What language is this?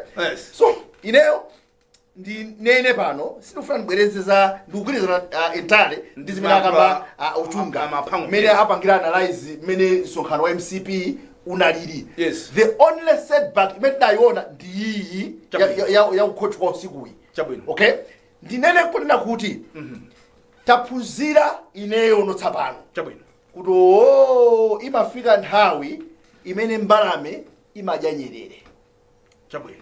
Nyanja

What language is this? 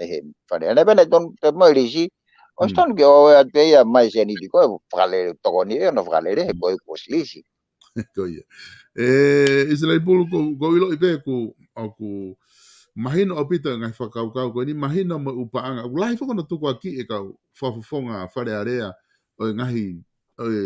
Tongan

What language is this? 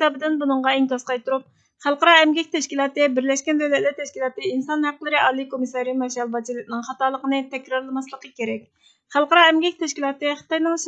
Uyghur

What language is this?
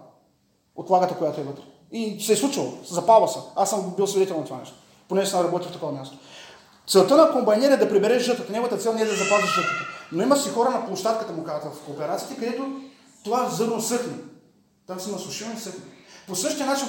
Bulgarian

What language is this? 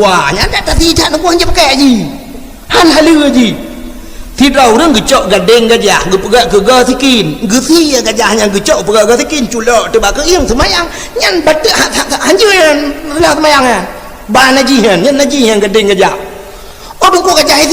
Achinese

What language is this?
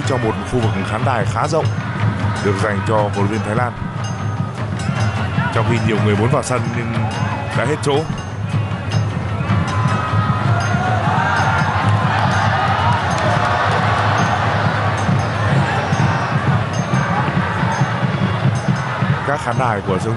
Vietnamese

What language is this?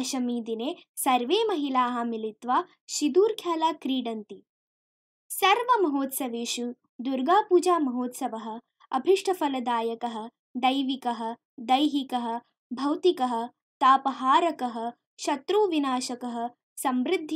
Sanskrit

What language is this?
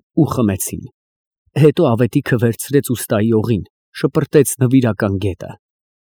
Armenian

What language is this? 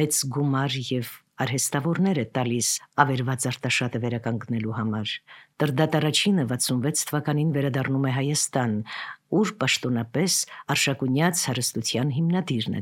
Armenian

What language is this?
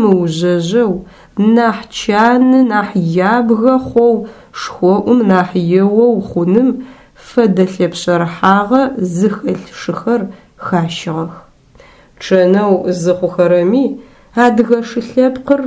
Adyghe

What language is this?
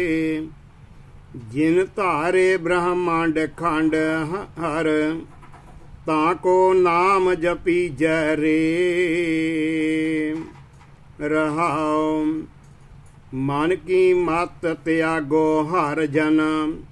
Punjabi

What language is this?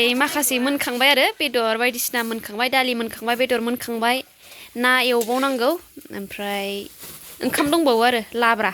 Bodo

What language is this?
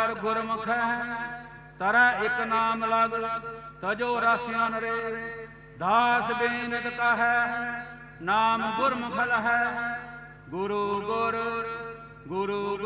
Punjabi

